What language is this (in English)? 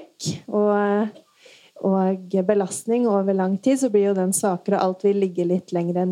Norwegian